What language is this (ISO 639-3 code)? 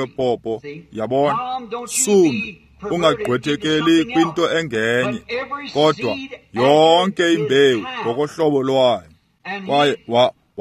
xho